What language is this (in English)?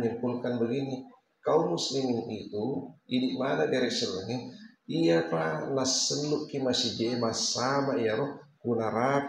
Buginese